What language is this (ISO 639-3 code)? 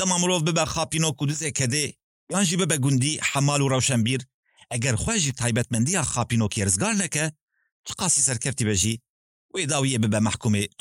kur